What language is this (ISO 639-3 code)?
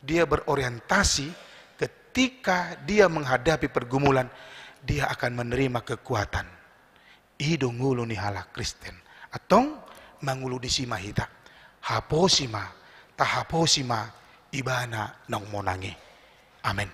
bbc